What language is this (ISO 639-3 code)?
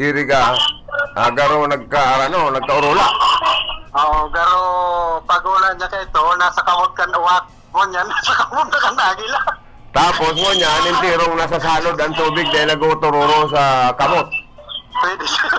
bik